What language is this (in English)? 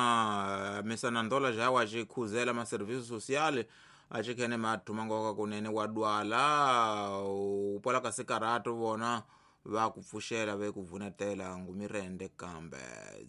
Tsonga